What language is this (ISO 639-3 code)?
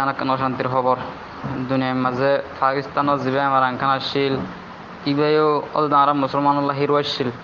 rhg